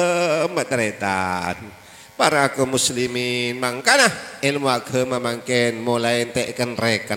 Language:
Madurese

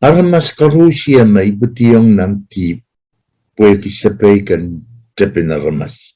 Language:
Pohnpeian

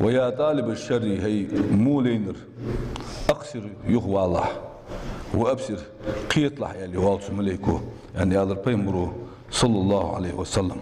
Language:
Ingush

